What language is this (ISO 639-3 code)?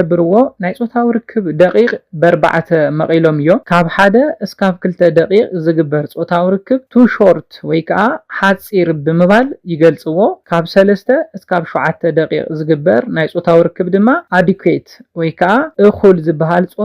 tir